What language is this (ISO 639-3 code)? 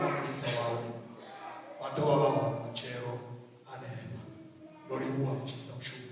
ven